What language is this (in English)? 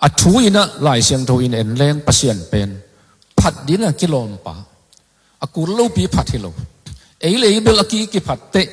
Tedim Chin